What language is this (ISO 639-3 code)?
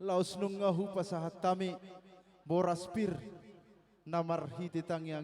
bts